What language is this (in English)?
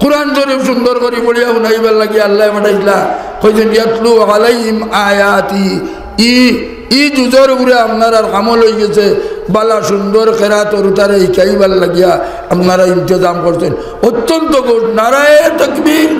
Sylheti